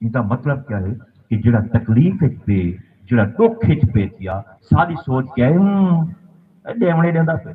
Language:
Saraiki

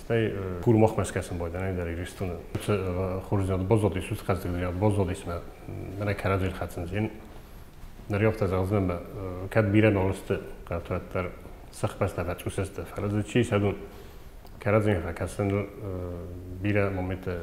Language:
Ossetic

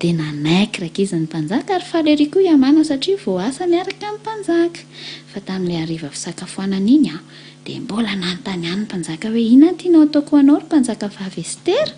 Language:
Malagasy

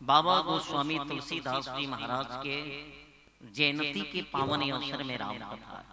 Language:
Chhattisgarhi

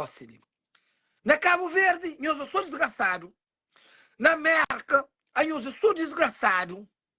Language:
Kabuverdianu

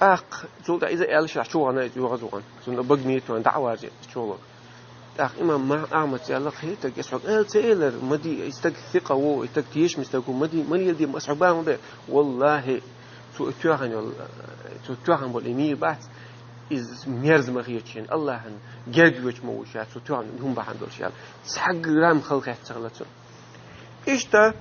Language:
Chechen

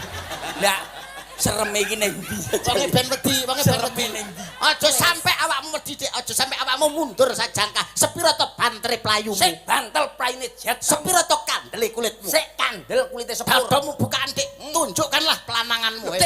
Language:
Javanese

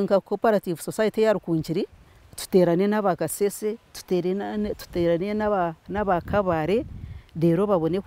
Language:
Nyankole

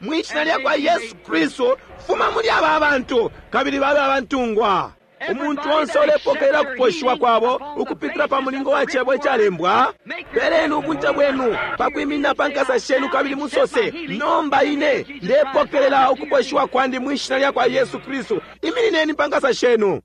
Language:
Bemba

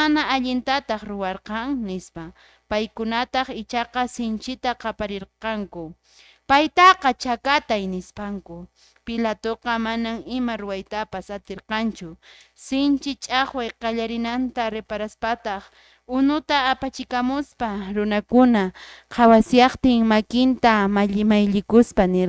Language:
Quechua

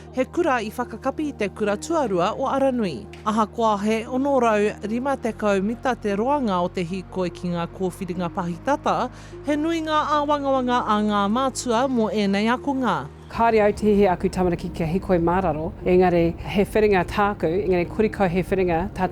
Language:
Māori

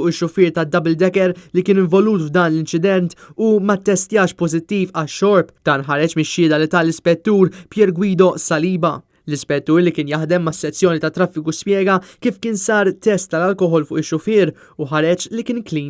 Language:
Maltese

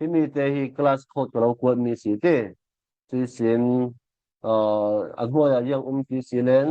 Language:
Falam Chin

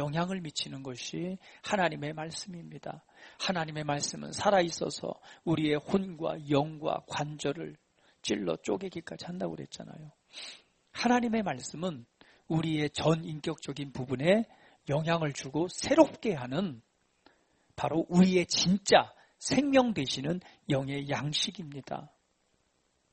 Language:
Korean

